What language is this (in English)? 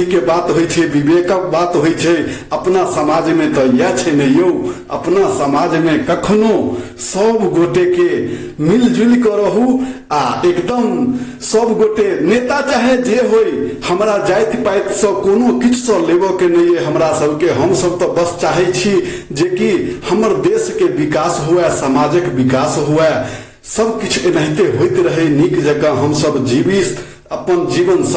Maithili